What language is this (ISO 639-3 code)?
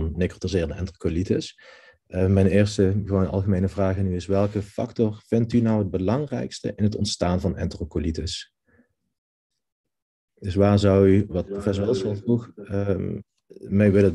nld